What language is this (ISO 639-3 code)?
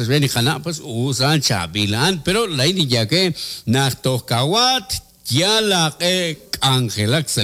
kek